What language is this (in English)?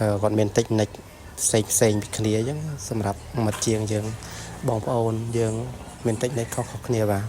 Khmer